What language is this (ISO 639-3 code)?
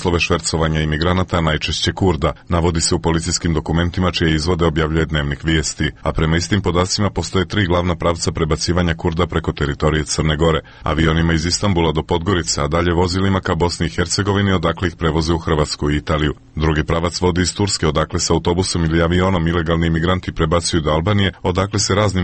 srp